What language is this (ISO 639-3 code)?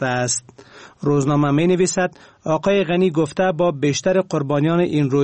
fas